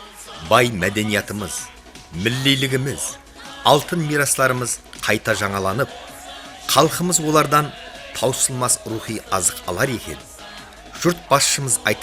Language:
Kara-Kalpak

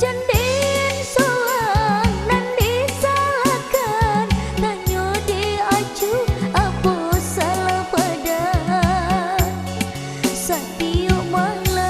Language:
Minangkabau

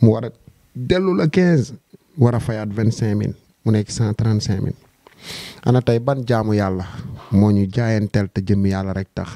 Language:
Wolof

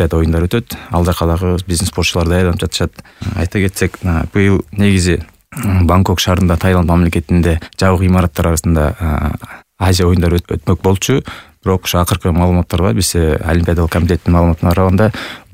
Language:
Kyrgyz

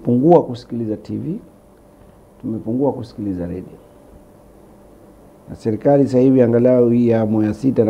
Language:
Swahili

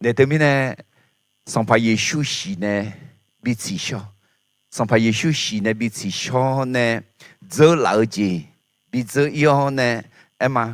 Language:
Akha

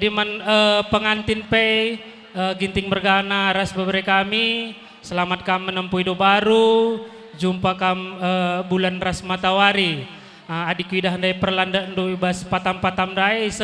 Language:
Batak Karo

